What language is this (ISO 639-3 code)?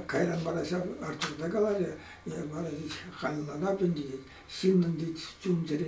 chv